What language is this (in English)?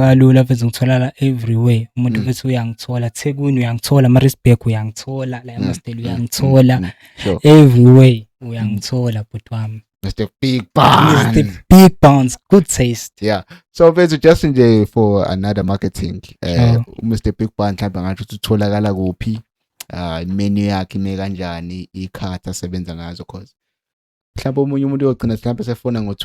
Zulu